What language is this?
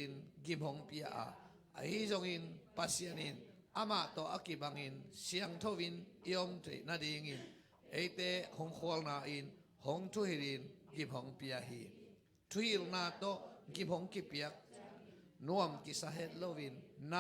Tedim Chin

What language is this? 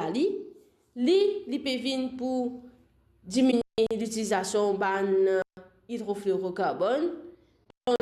Morisyen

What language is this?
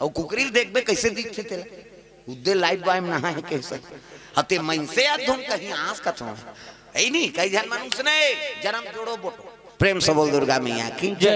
Chhattisgarhi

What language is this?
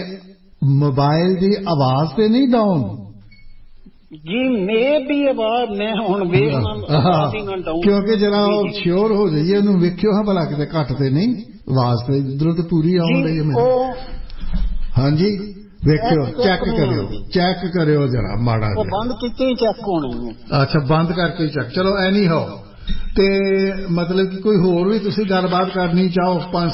Punjabi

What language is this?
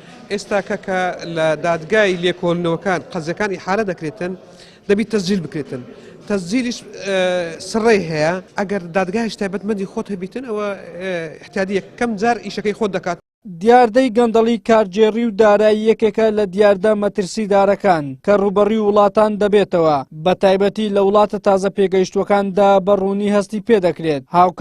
Central Kurdish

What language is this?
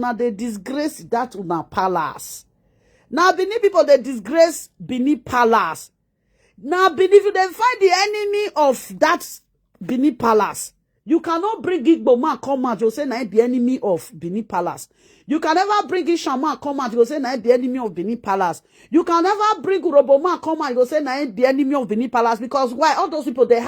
Nigerian Pidgin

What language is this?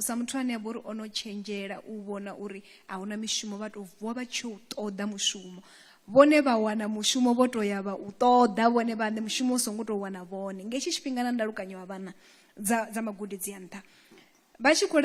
Venda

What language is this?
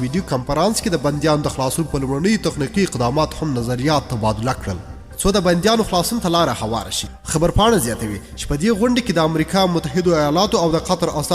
Pashto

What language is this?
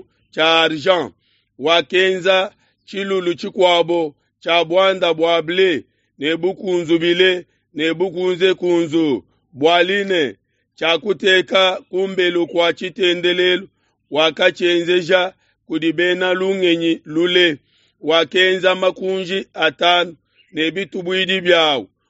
Luba-Lulua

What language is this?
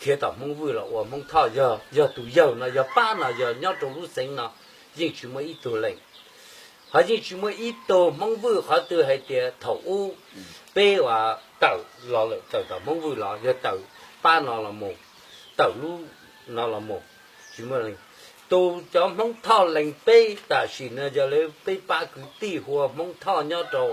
Hmong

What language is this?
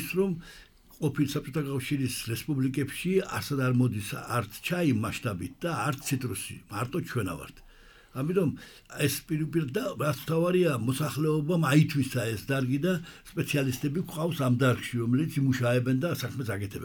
Georgian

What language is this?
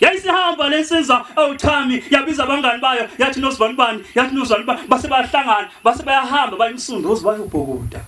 Zulu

